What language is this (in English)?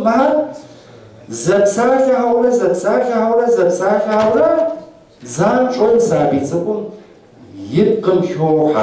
Kabardian